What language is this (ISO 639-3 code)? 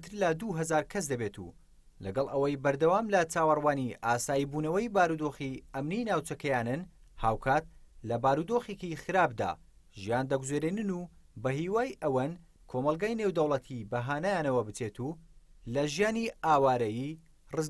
ckb